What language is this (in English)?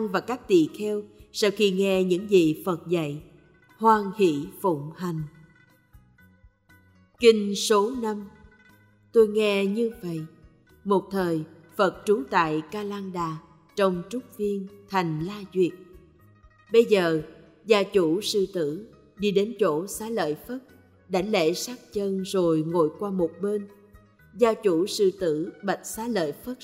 Vietnamese